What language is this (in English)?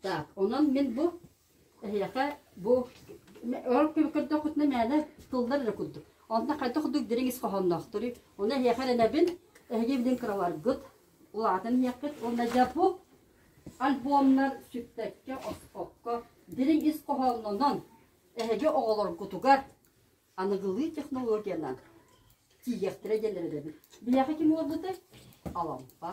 Yakut